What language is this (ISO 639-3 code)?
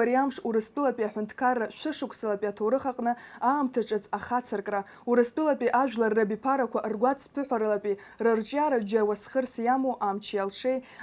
abk